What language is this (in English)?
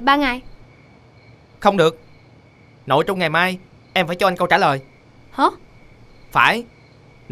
Vietnamese